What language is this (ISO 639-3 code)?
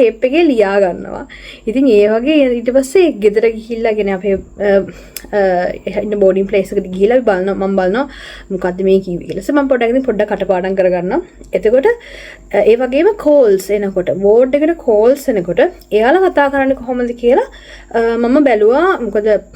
sin